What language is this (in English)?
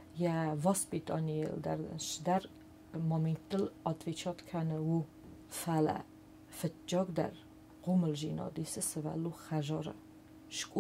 Ossetic